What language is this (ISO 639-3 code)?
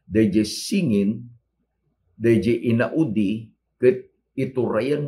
ilo